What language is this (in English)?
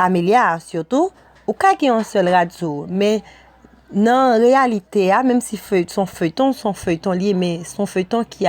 Haitian Creole